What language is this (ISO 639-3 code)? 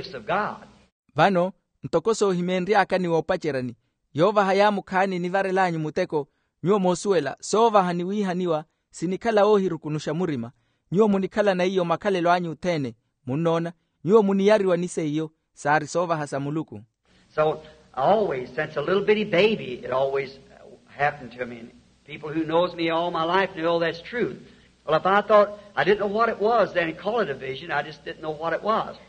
vmw